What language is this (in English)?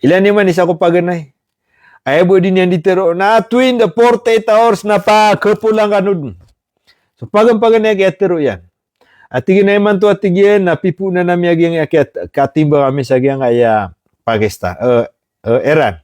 Maranao